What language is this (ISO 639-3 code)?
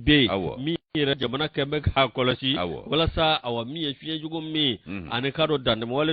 bam